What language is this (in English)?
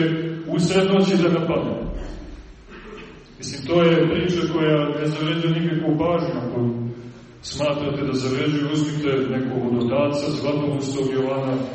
Serbian